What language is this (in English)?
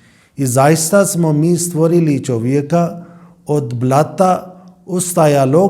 Bosnian